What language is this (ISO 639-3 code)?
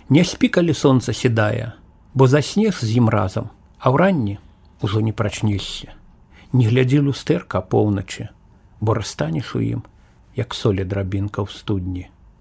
bel